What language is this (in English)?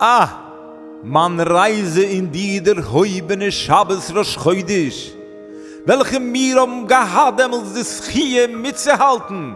Yiddish